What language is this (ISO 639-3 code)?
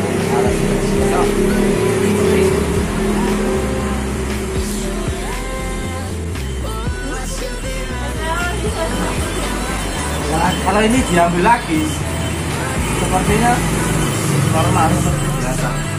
ind